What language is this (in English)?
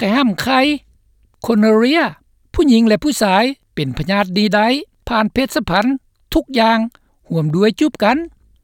Lao